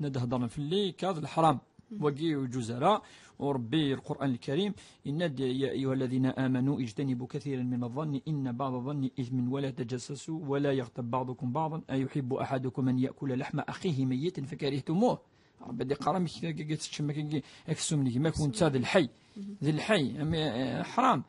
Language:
Kabyle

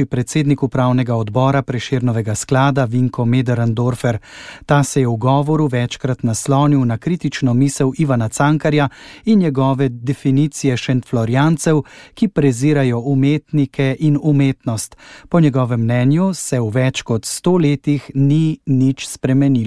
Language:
Slovenian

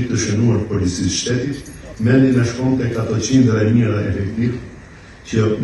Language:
Albanian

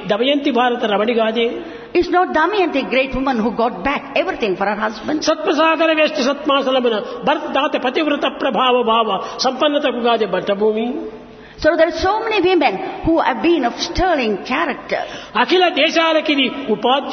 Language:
Telugu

